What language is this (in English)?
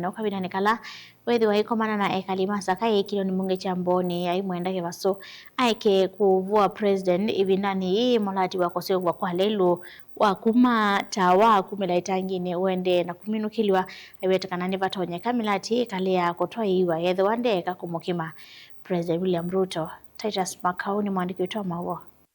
Kamba